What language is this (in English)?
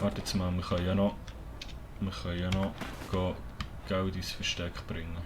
Swiss German